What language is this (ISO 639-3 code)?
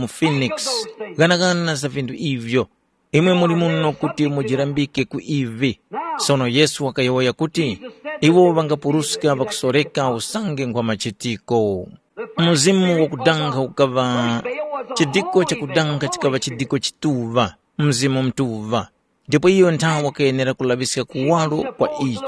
tum